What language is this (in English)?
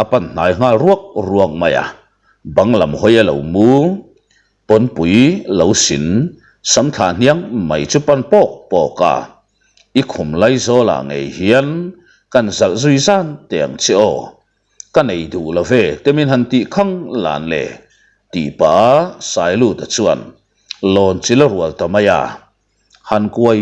Mizo